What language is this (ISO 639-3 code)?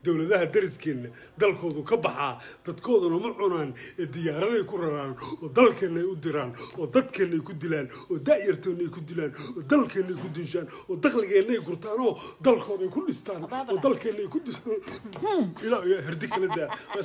som